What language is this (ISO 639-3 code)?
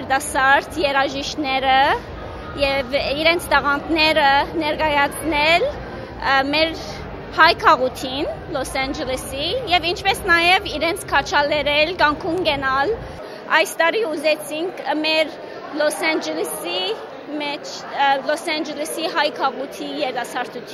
hyw